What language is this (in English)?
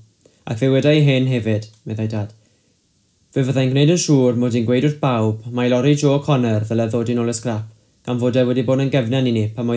Welsh